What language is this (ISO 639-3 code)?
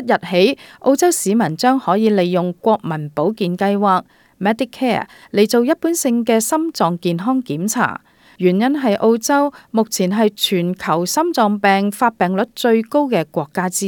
yue